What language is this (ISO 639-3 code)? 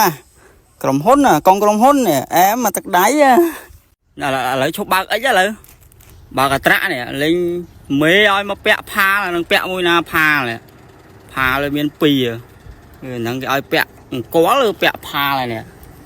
khm